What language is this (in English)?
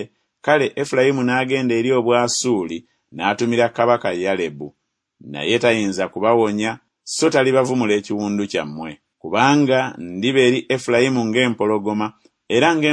Ganda